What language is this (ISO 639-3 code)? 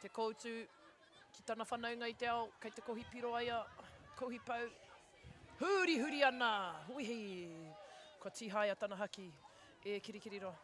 mri